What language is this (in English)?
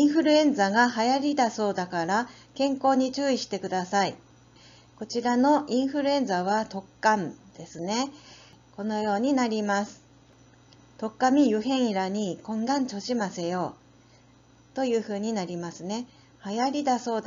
Japanese